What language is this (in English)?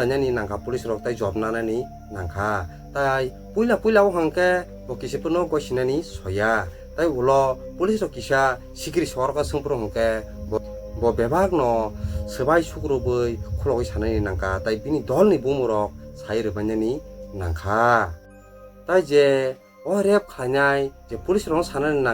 Kok Borok